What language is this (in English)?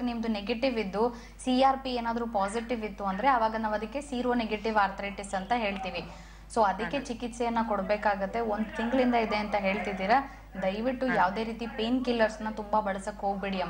Kannada